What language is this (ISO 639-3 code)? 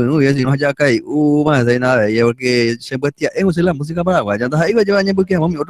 grn